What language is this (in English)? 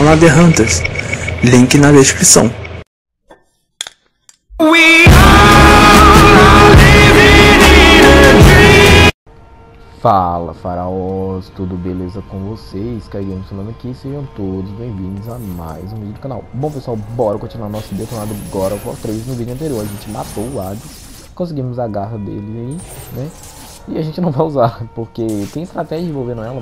Portuguese